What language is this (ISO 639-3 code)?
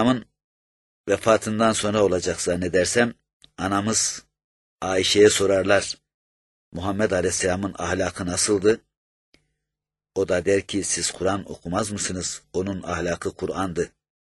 tur